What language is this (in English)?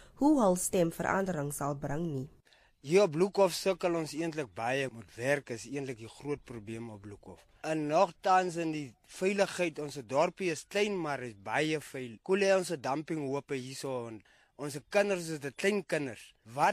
Afrikaans